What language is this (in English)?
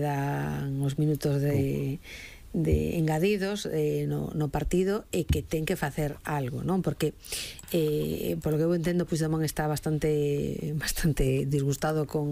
Galician